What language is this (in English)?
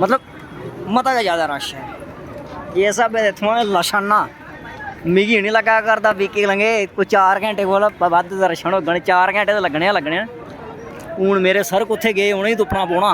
Dogri